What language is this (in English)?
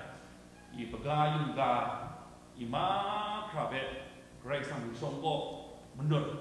Kachin